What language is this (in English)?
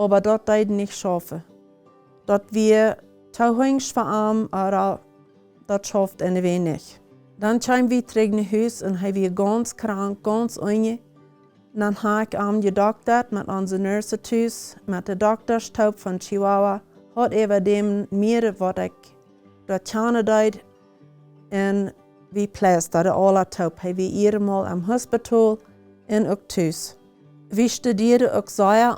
Plautdietsch